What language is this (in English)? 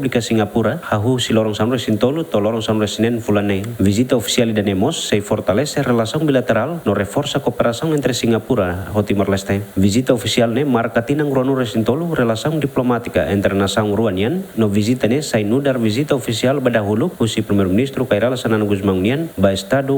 Tetum